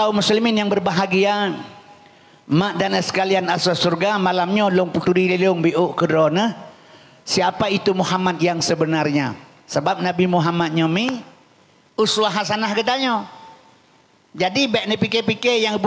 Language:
Achinese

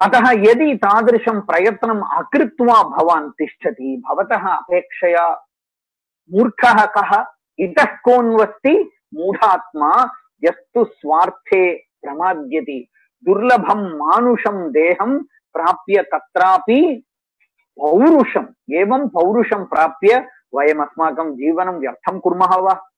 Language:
Sanskrit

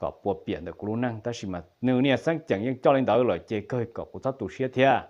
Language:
Hmong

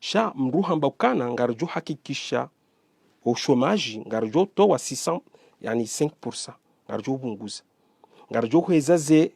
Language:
Ngazidja Comorian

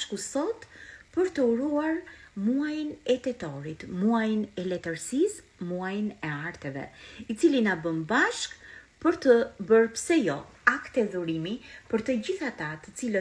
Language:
Albanian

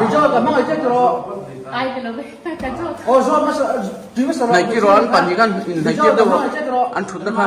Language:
Mizo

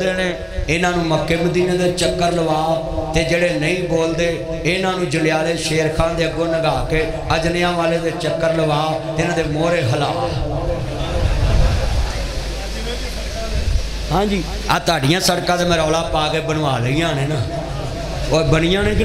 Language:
Western Panjabi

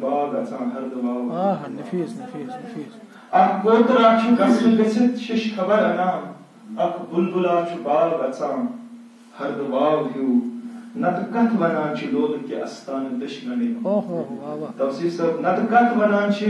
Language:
Kashmiri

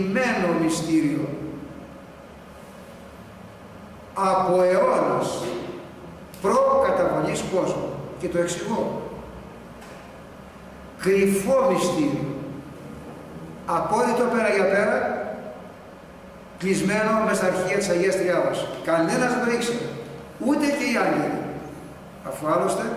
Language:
Greek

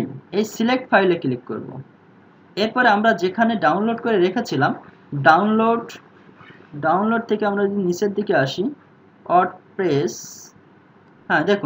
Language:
Bangla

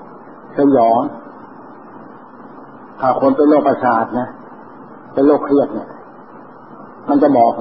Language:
Thai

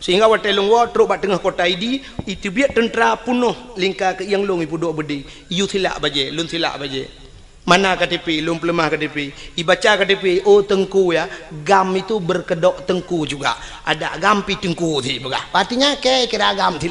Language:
Achinese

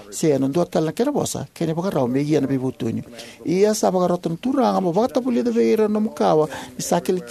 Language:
Fijian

